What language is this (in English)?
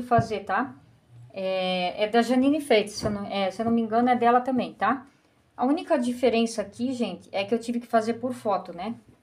Portuguese